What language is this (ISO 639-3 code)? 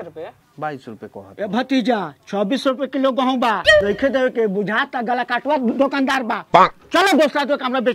bho